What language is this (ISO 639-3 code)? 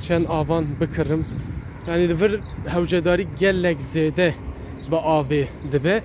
kur